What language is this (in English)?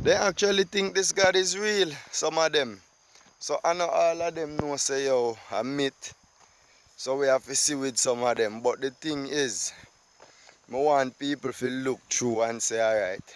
Jamaican Creole English